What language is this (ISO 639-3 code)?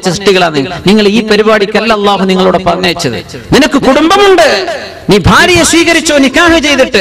mal